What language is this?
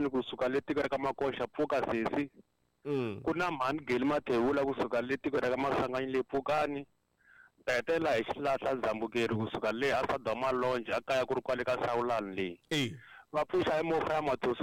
Tsonga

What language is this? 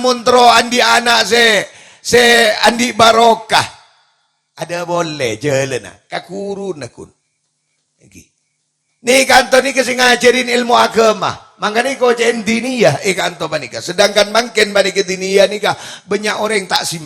Madurese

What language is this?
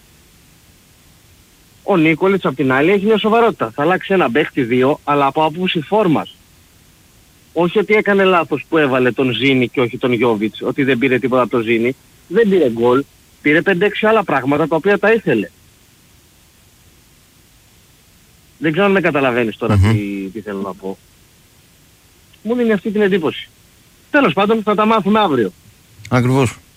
Greek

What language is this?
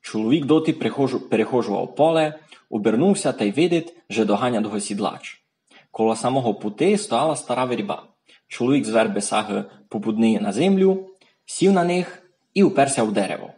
Rusyn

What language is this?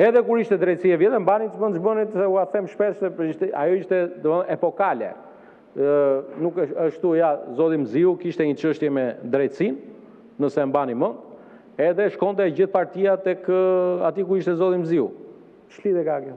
Albanian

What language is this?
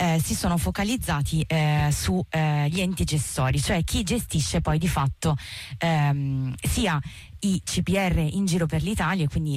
Italian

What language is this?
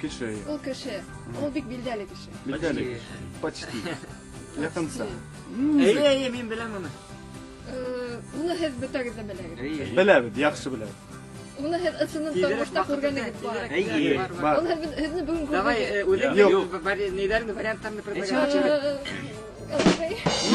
Bashkir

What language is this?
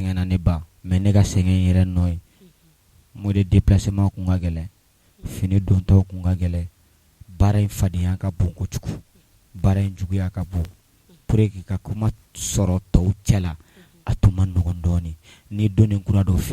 Bambara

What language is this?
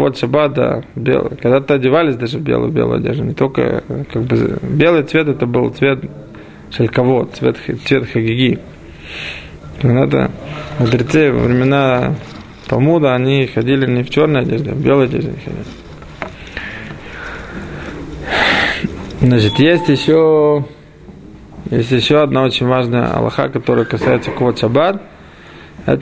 Russian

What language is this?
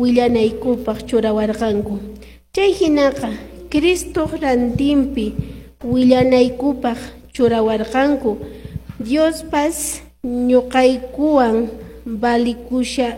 Quechua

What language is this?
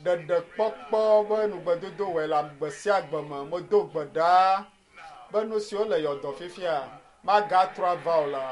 Ewe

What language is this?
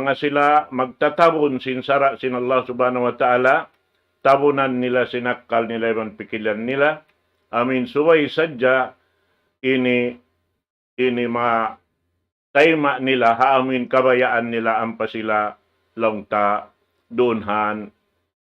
Tausug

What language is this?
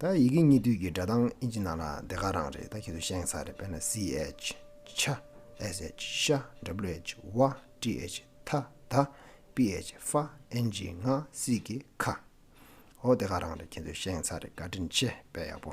Tibetan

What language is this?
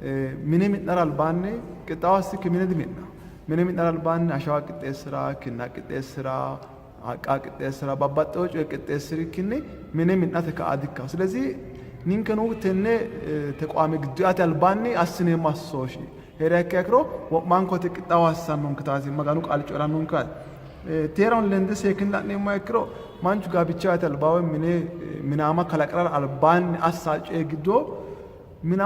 Sidamo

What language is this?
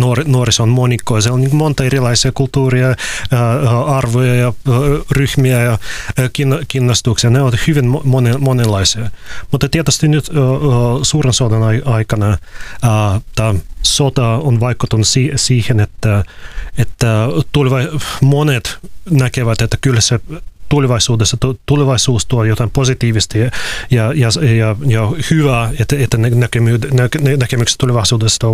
Finnish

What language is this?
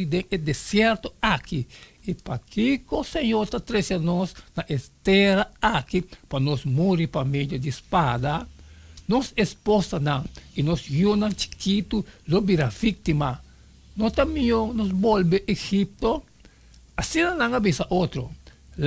Papiamento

